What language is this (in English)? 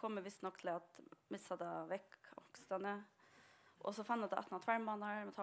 Faroese